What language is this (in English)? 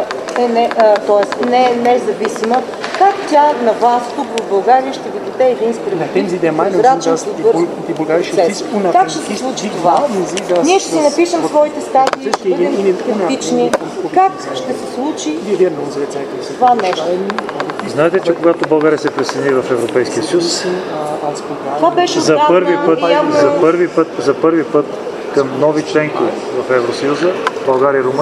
Bulgarian